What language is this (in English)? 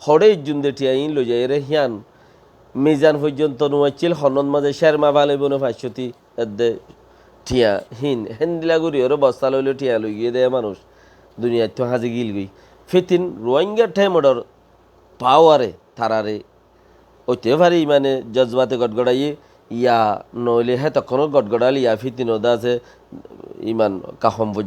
Rohingya